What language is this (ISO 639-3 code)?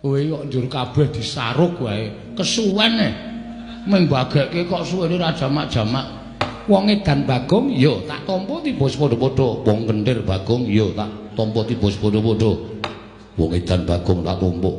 jav